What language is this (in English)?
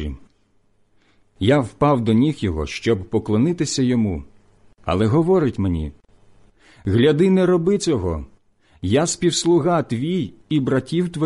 Ukrainian